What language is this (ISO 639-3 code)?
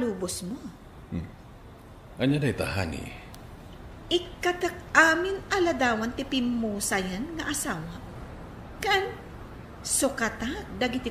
ilo